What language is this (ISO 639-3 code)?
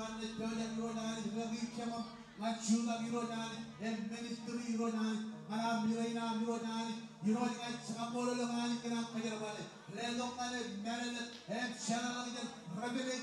mah